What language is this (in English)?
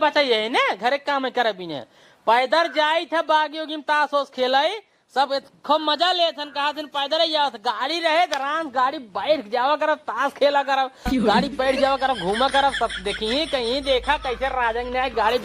Awadhi